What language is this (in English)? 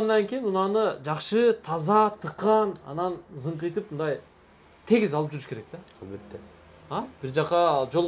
Kyrgyz